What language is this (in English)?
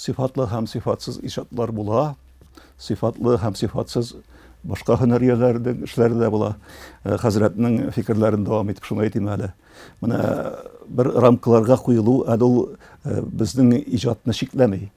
Tatar